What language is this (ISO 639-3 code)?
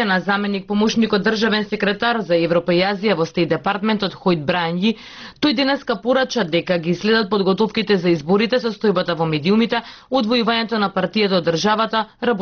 mkd